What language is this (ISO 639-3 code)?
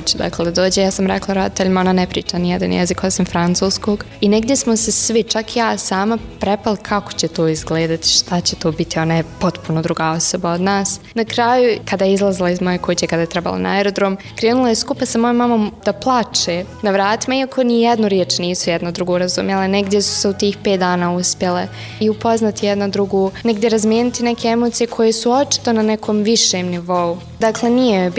bos